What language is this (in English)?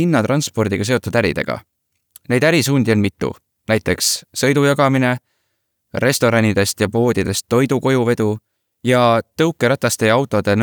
Estonian